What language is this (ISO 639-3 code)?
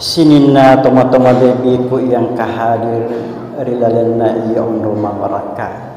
bug